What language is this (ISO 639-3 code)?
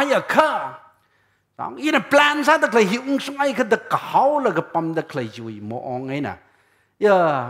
nmf